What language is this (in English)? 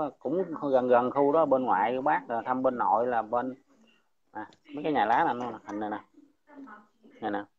Vietnamese